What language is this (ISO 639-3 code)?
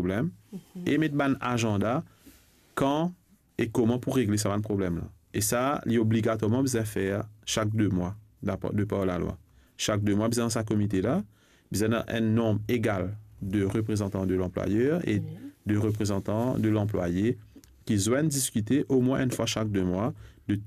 mfe